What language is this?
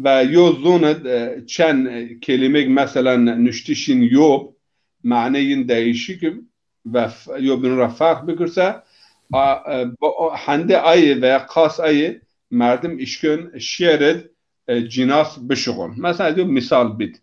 Zaza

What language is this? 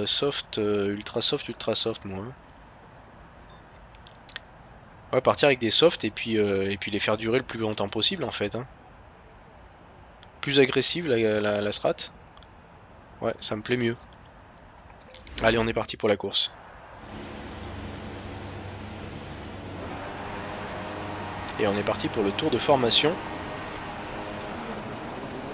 French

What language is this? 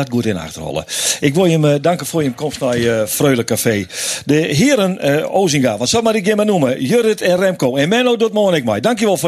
Western Frisian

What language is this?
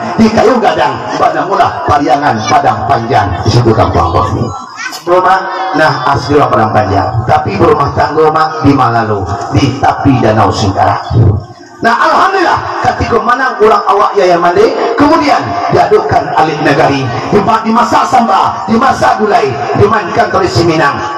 Minangkabau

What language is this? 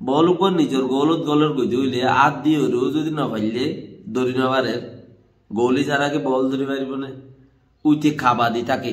Rohingya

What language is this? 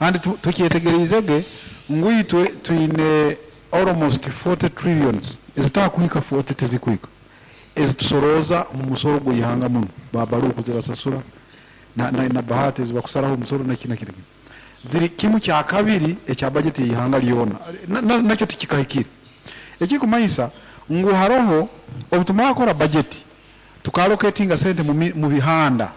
Nyoro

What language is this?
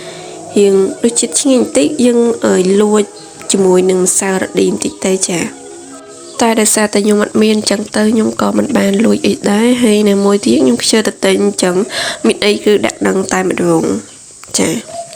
Khmer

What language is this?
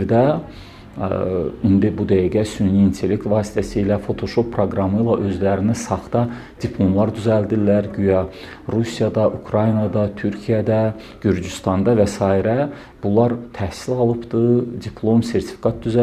Azerbaijani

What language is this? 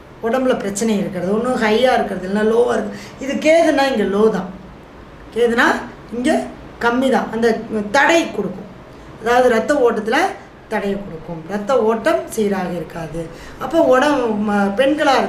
Tamil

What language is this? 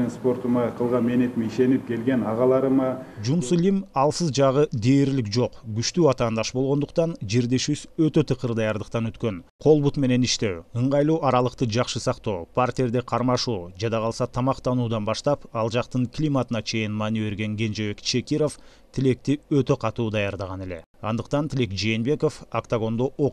Kyrgyz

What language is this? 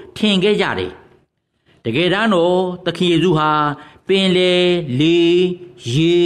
Burmese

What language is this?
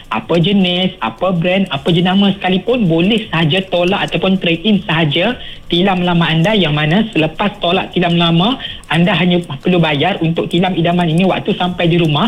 Malay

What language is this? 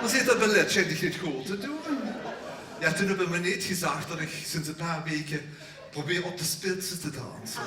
Limburgish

